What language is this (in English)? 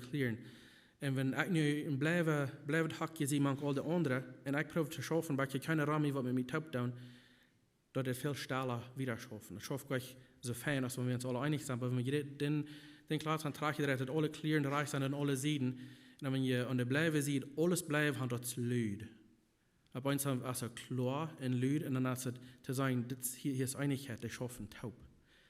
Plautdietsch